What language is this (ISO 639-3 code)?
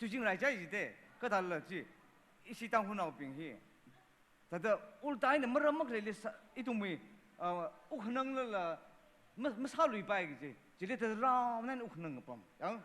nmf